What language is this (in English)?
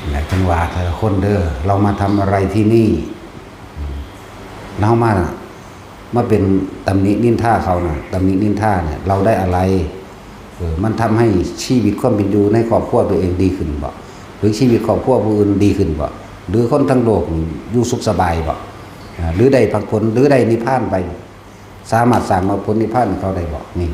Northeastern Thai